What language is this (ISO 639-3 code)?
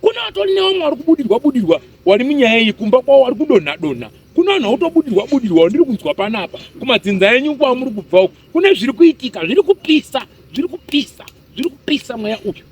sna